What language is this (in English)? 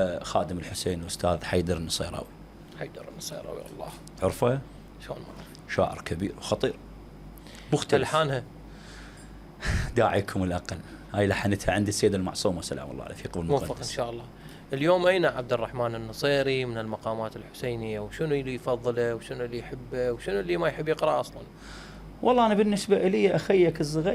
Mesopotamian Arabic